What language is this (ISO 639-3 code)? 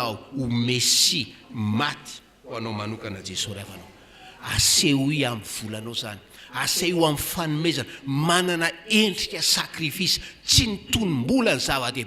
mlg